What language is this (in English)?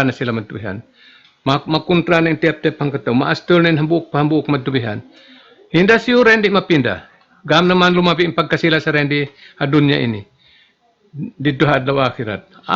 Tausug